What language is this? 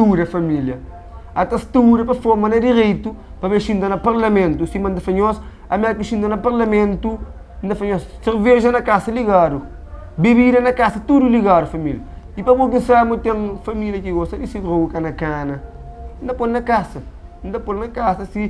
Kabuverdianu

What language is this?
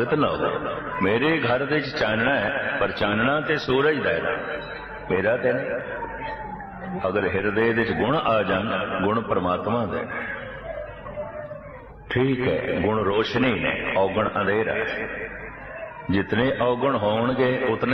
Punjabi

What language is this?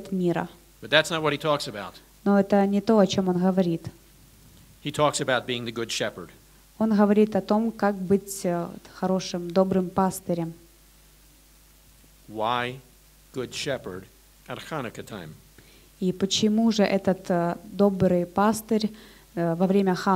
Russian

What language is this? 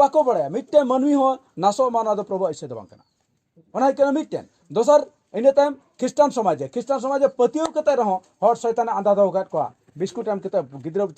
Santali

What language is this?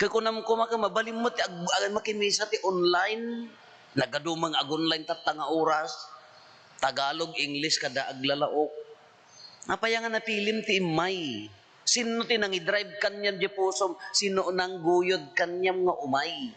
Iloko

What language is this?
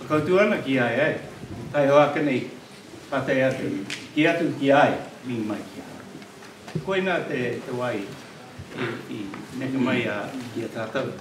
Māori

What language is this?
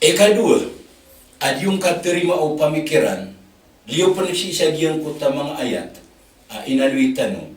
Maranao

